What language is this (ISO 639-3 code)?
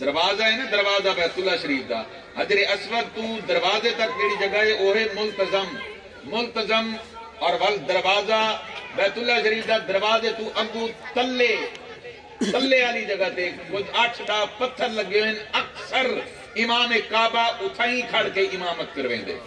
skr